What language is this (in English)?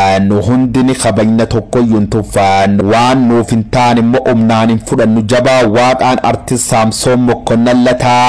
Oromo